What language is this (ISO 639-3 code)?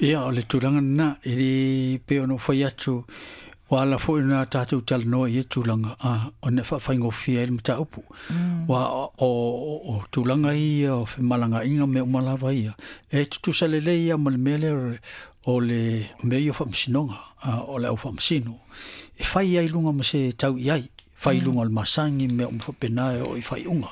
smo